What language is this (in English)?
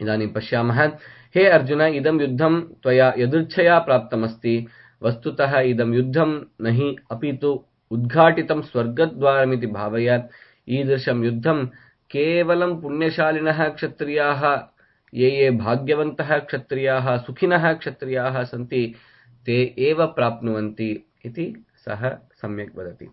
Sanskrit